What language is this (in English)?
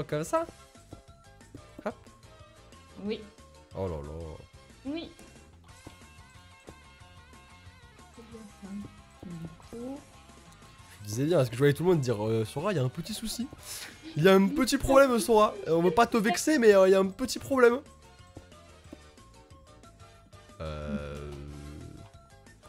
French